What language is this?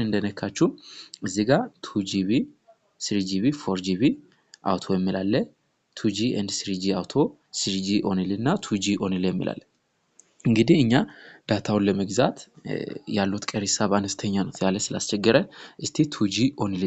Amharic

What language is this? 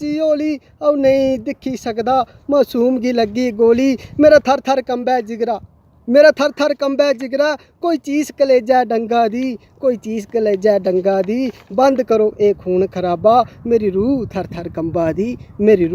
Dogri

